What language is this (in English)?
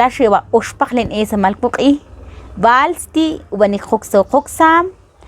Ixil